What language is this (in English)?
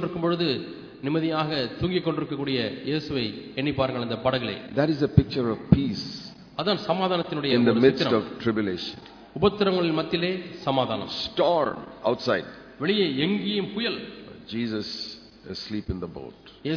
Tamil